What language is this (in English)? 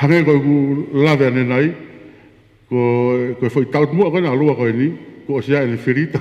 Tongan